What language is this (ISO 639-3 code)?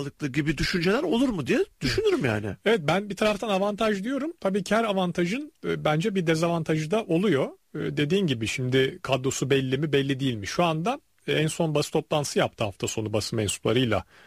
tur